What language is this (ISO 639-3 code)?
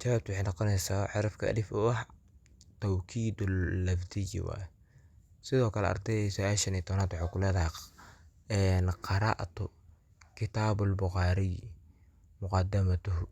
som